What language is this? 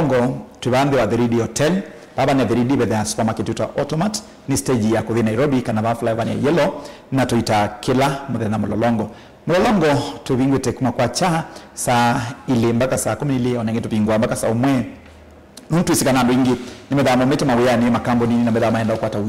Kamba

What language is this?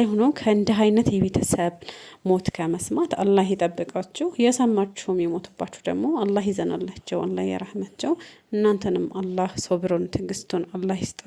Amharic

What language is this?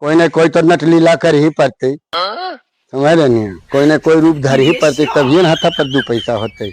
Magahi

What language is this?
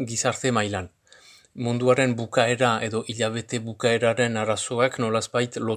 Basque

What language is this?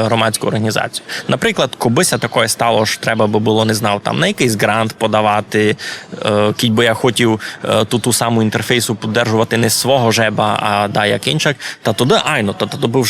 Rusyn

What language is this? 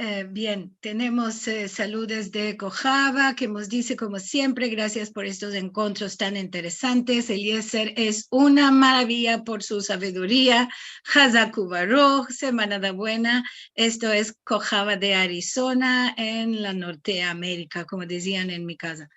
Ladino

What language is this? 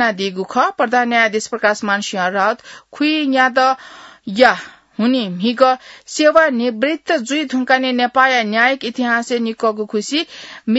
Newari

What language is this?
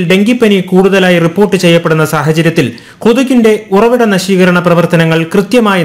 Malayalam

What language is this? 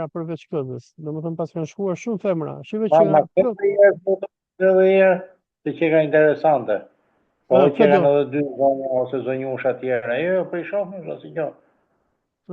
Albanian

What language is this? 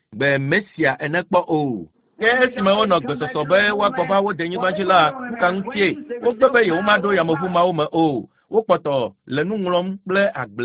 Ewe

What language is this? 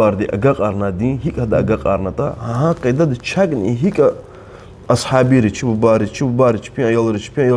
Lezghian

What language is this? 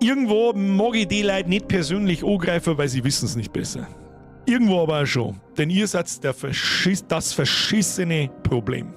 Bavarian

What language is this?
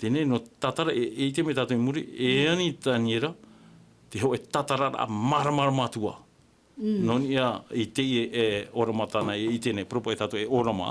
Tahitian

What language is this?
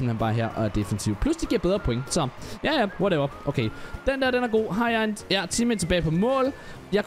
Danish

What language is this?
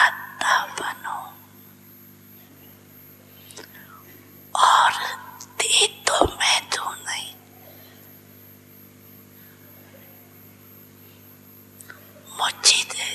Hindi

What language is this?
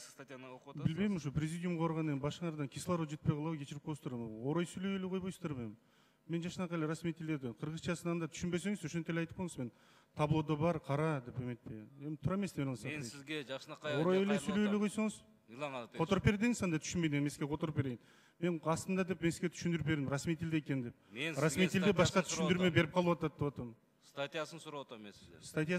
Kyrgyz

